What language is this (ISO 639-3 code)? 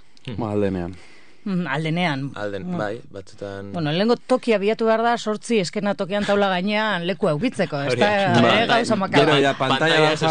eus